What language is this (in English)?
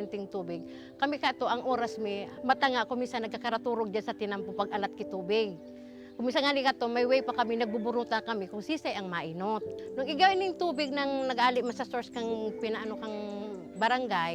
Bikol